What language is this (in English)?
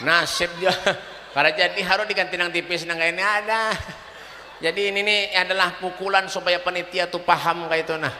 Banjar